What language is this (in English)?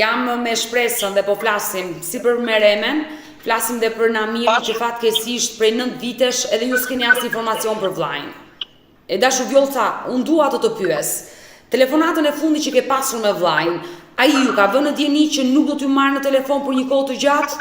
Albanian